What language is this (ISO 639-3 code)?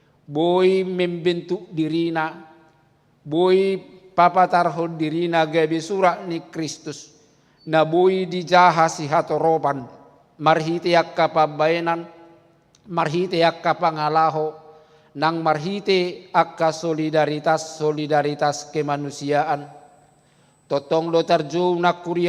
bbc